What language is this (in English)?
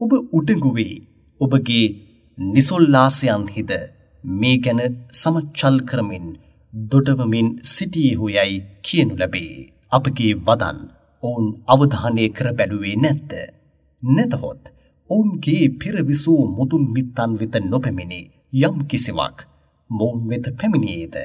Sinhala